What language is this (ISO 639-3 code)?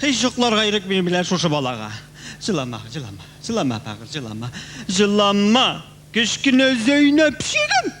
tat